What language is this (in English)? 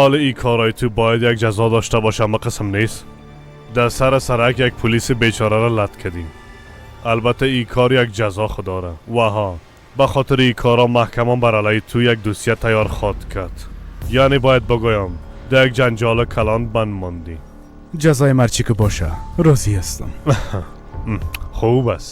Persian